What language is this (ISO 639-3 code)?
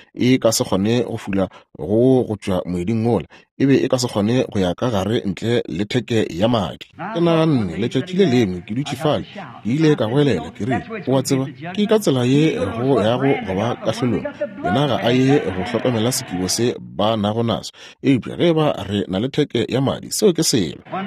nso